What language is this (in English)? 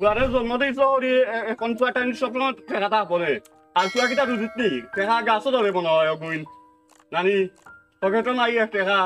Sylheti